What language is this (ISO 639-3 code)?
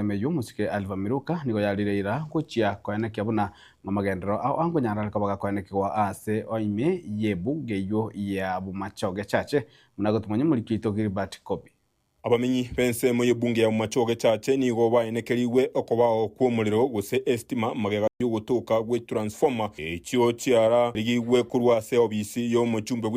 guz